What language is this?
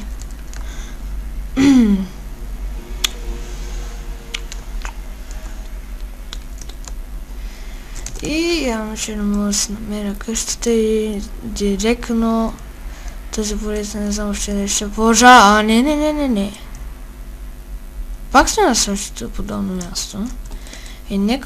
Bulgarian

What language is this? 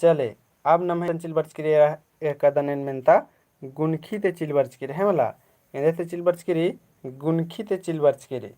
Kurukh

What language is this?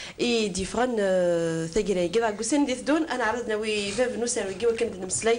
Kabyle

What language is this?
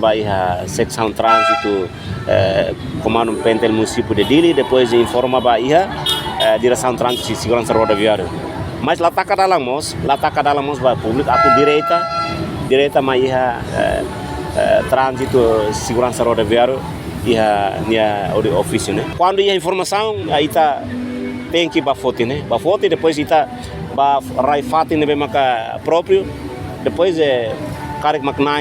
Tetum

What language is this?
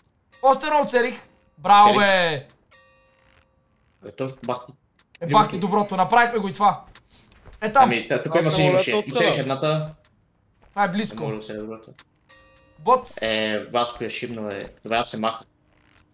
Bulgarian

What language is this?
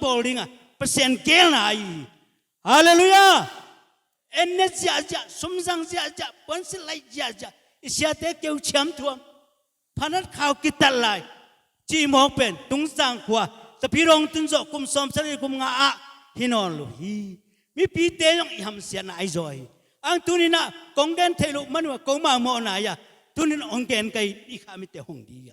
Tedim Chin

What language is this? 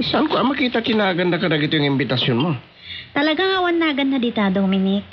Iloko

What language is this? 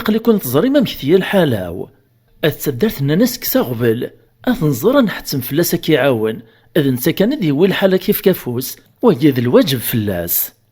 Kabyle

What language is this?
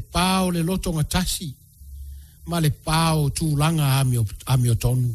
Samoan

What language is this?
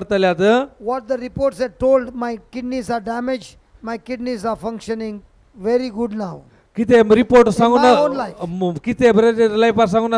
Konkani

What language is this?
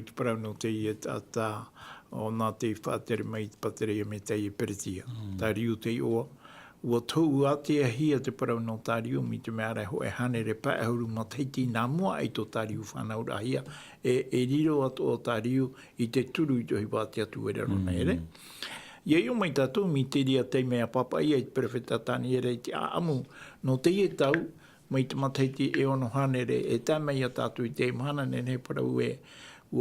Tahitian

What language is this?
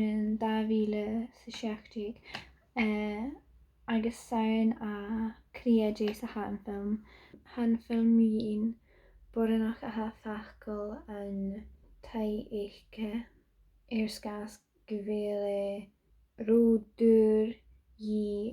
Scottish Gaelic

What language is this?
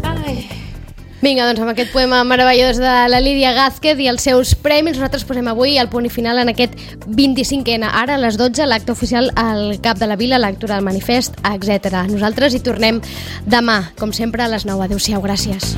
Catalan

